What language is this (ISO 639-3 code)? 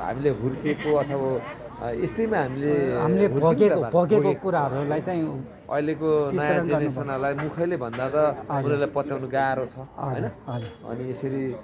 nep